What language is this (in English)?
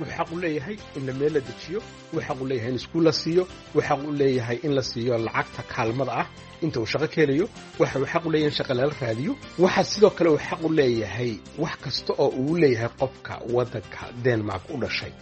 Somali